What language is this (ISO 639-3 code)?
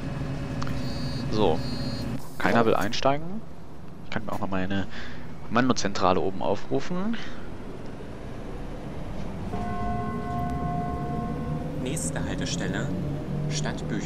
deu